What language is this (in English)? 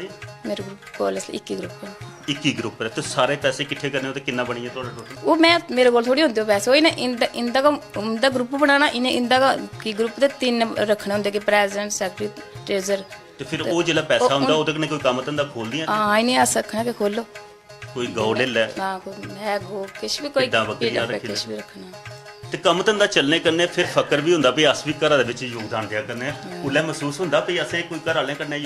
Dogri